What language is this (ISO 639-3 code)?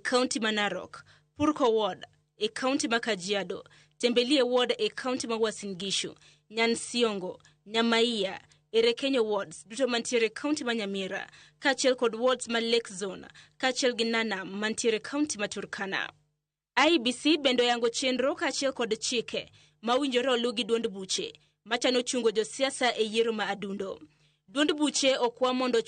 luo